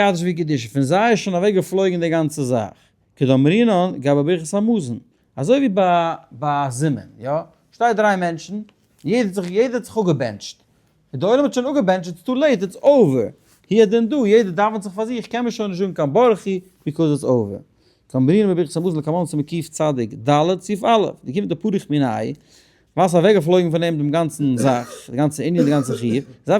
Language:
Yiddish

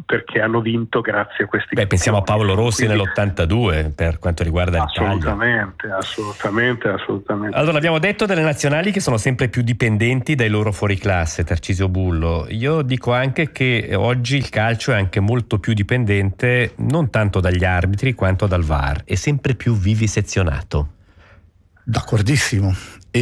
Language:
Italian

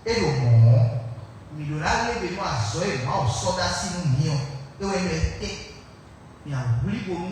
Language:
Fon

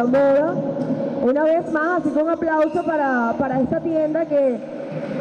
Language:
Spanish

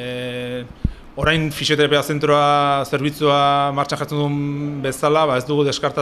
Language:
Basque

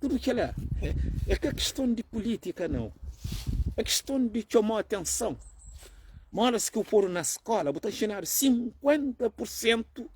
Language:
Kabuverdianu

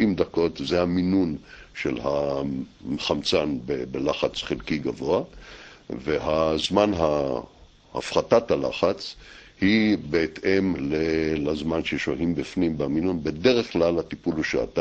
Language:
Hebrew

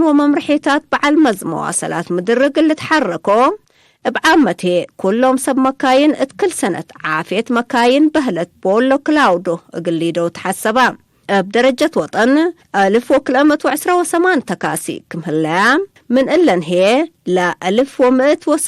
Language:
Tigre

